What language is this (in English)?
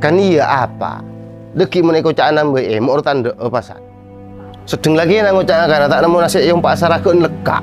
Madurese